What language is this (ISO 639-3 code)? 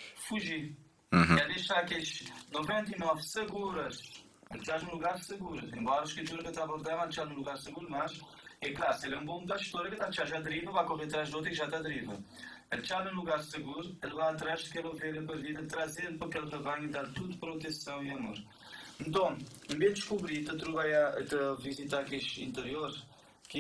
kea